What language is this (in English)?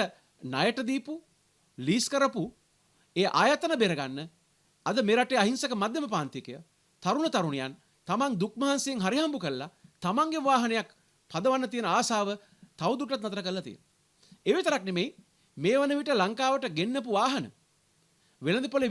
Sinhala